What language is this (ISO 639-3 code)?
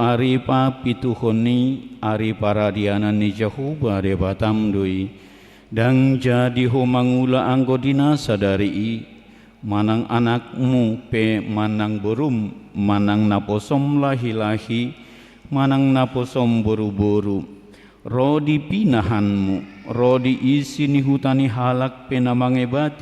bbc